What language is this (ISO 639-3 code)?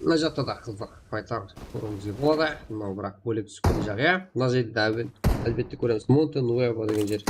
kaa